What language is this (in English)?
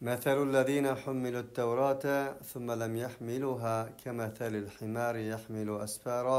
Uyghur